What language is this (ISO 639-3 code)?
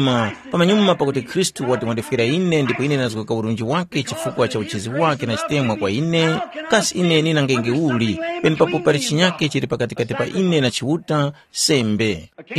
tum